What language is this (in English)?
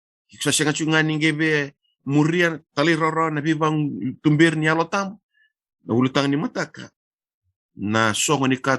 Fijian